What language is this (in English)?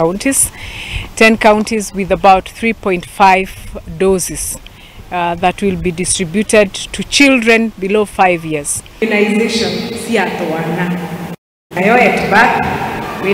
Kikuyu